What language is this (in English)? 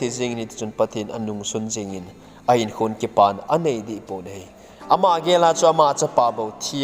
Thado Chin